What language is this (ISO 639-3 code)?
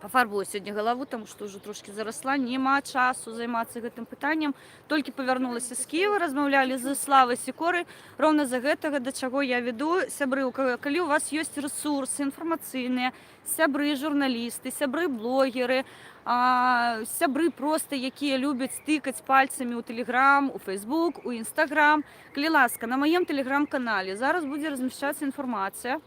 bel